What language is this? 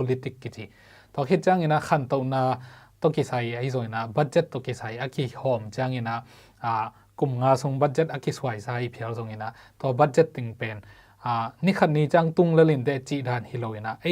Tedim Chin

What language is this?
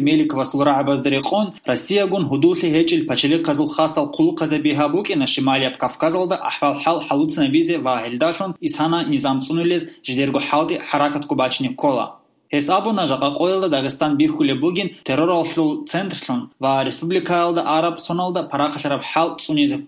Avaric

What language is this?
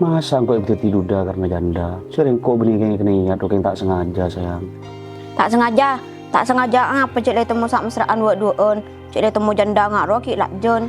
Madurese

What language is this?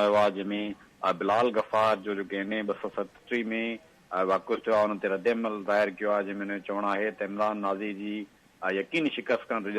Sindhi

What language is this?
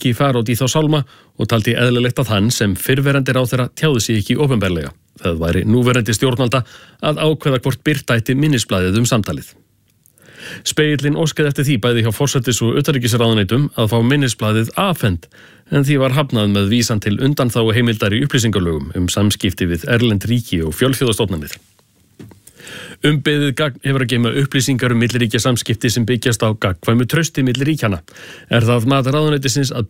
Icelandic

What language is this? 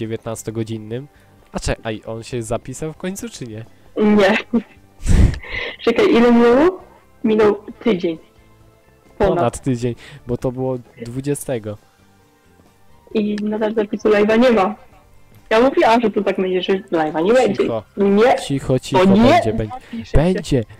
Polish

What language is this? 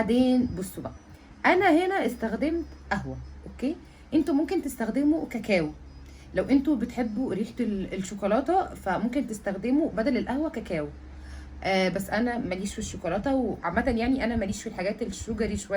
Egyptian Arabic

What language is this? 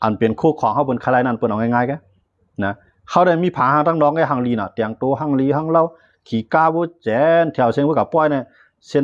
Shan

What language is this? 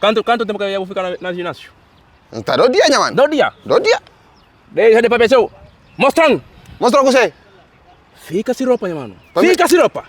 Kabuverdianu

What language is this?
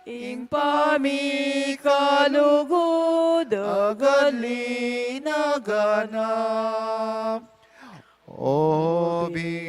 Pampanga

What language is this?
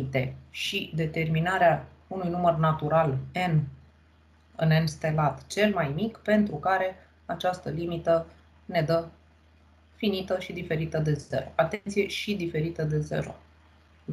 Romanian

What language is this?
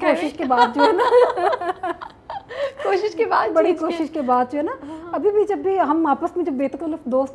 Urdu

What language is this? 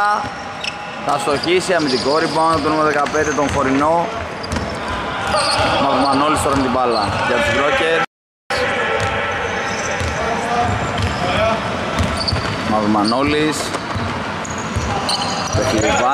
Greek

